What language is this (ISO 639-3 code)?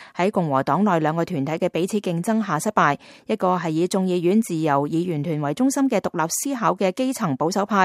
yue